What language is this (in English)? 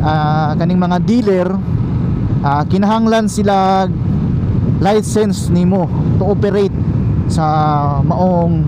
Cebuano